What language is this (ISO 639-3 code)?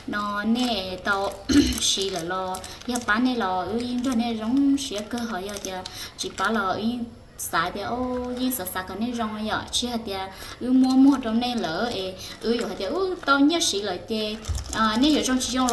hmn